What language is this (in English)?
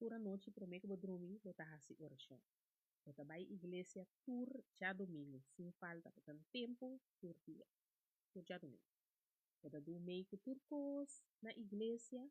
Papiamento